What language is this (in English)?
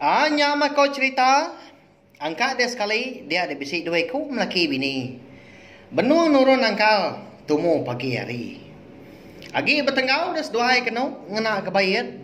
Iban